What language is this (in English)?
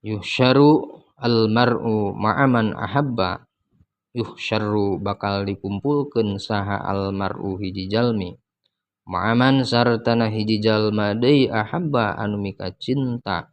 Sundanese